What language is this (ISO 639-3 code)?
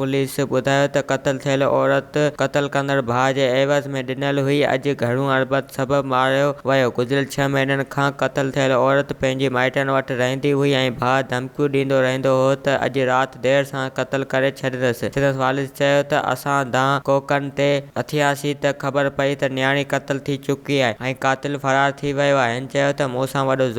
snd